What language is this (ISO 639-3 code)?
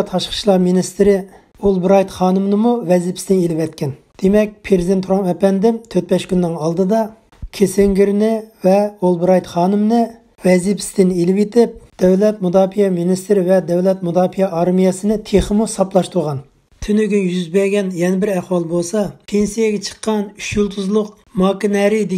uig